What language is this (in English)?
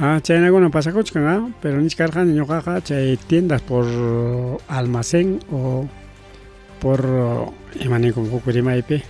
Ayacucho Quechua